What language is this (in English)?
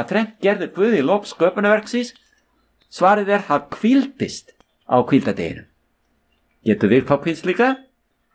Icelandic